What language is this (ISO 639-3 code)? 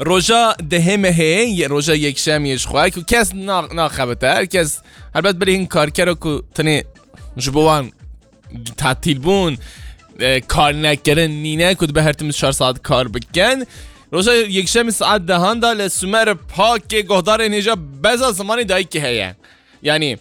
kur